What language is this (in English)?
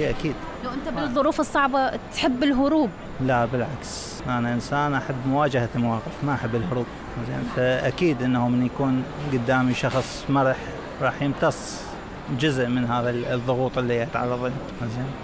Mesopotamian Arabic